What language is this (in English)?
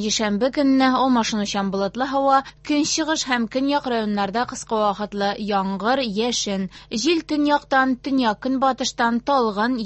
Tatar